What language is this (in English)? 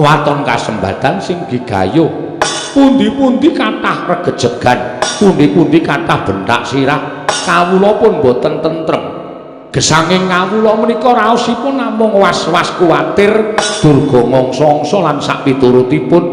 Javanese